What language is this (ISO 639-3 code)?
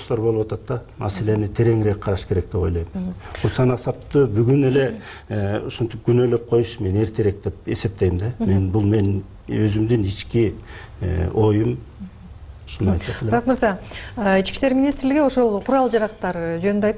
kir